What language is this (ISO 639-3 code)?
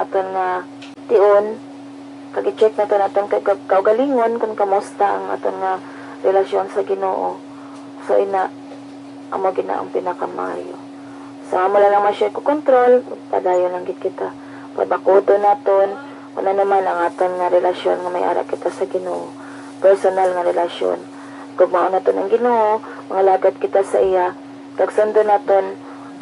hil